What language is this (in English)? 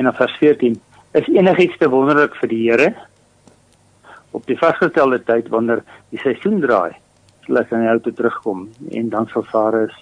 Afrikaans